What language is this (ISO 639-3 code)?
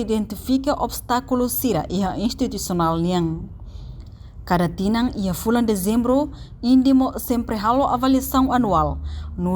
tet